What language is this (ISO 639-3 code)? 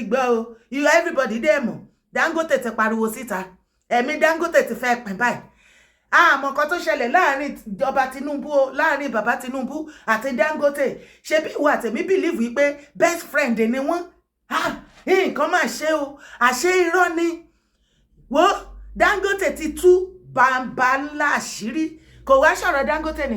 yor